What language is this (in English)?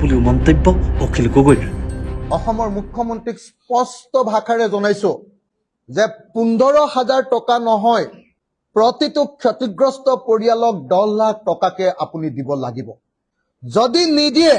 Assamese